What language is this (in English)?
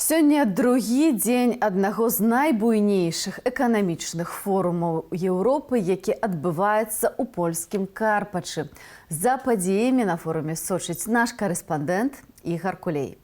Belarusian